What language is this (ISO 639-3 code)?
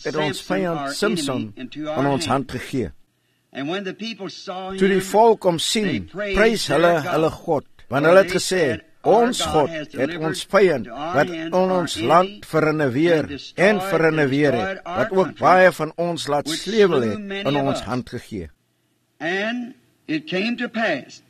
afr